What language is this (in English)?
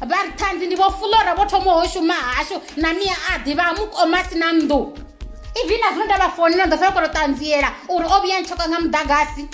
Venda